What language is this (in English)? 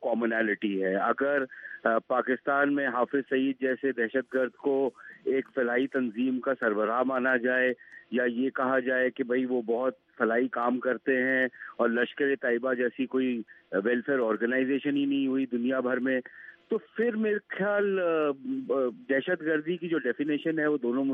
Urdu